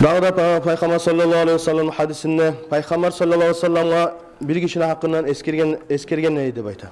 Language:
Kumyk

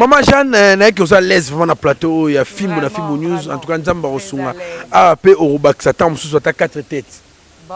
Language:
Lingala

